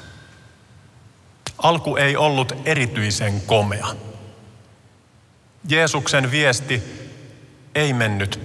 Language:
Finnish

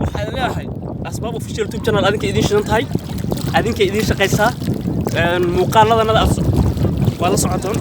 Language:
Somali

